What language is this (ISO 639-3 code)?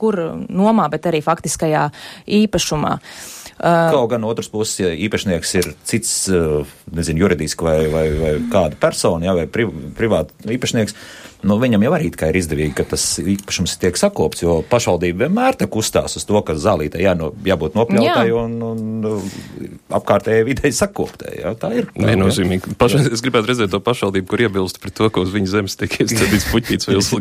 lav